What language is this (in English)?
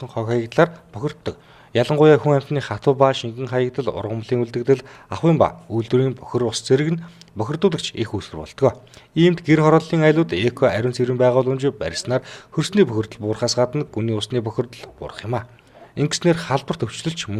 Mongolian